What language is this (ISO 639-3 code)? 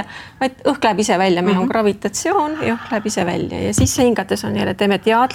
est